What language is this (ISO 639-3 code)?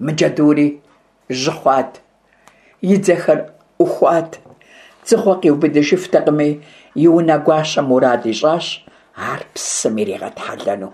kbd